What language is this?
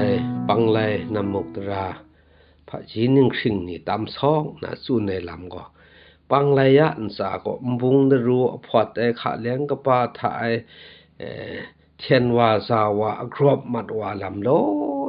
Kachin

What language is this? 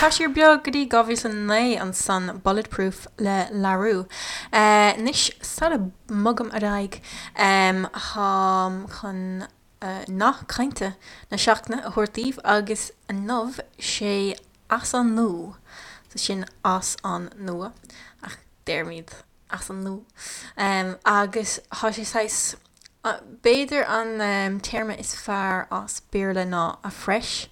Irish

